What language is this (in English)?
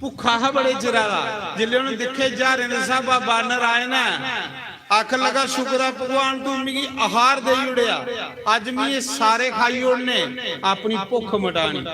Dogri